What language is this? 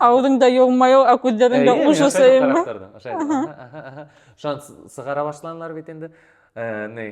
Bashkir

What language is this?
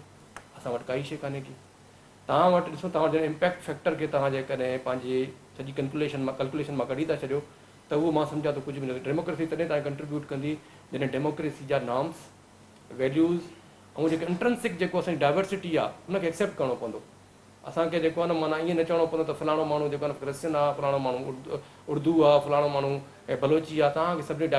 Sindhi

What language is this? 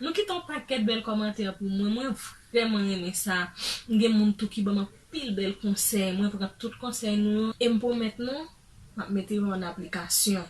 Haitian Creole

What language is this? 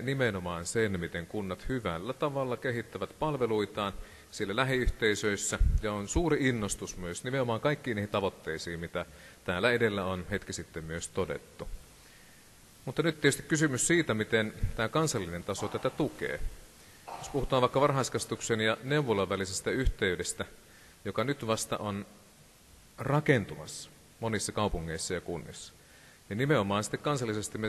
Finnish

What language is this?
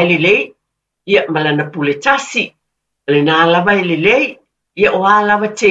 Samoan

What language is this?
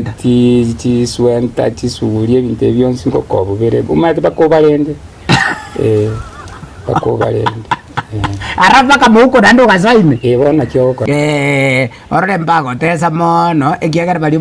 Gusii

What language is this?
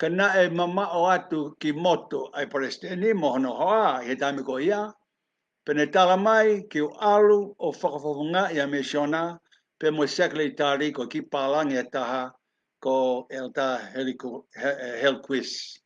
Tongan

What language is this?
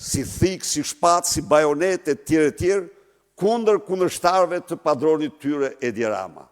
Albanian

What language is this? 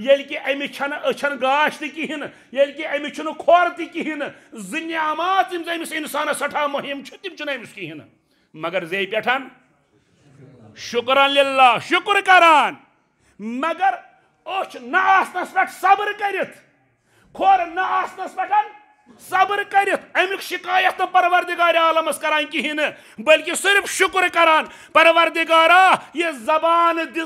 Kashmiri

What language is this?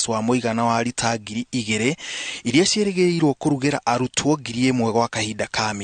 Kikuyu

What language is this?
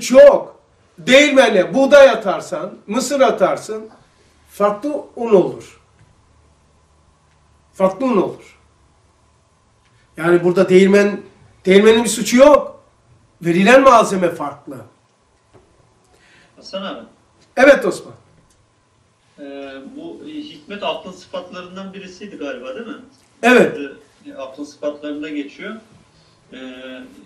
Turkish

